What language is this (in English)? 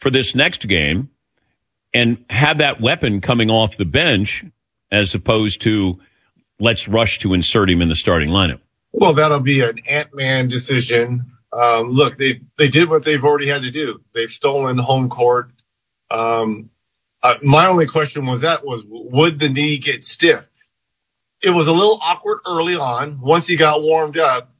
English